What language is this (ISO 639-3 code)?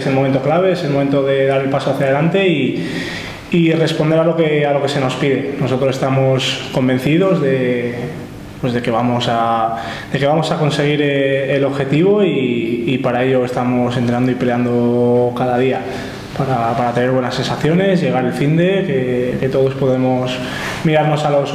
spa